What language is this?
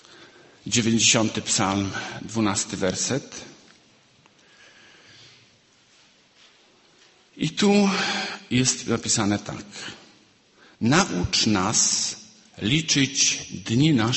Polish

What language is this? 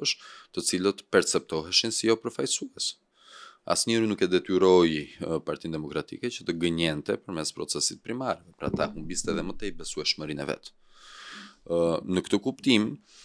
Albanian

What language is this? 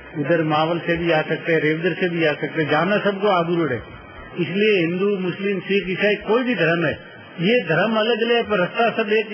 Hindi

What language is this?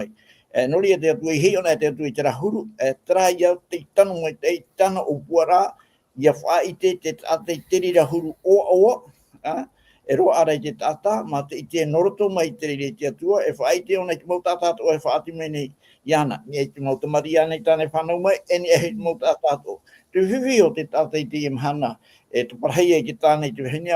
Tahitian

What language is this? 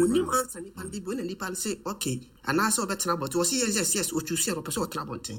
Akan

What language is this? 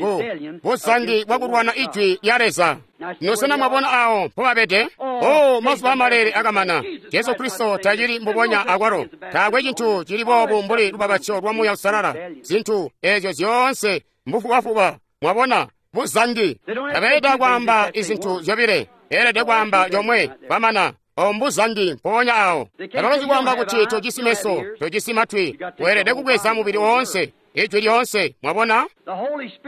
Tonga (Zambia)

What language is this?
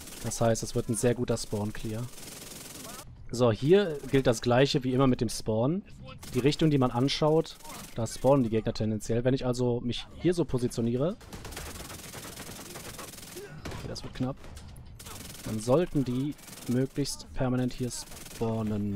German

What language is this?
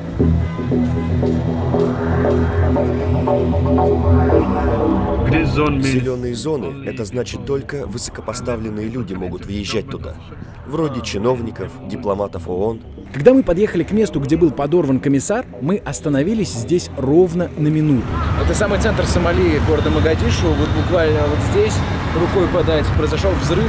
Russian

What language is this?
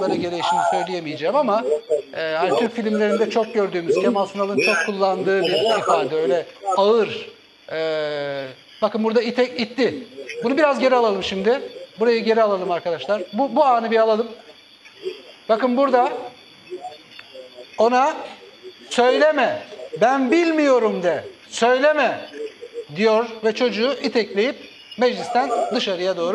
Turkish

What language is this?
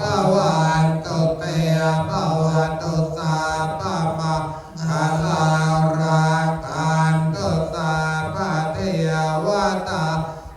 Pali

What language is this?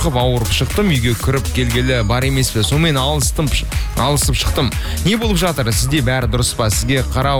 Kazakh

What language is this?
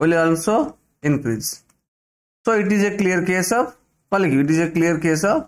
Odia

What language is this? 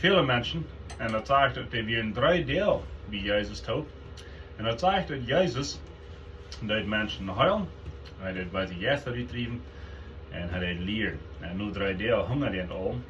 Plautdietsch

